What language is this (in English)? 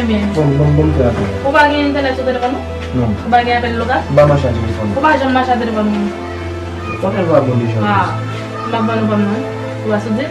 Haitian Creole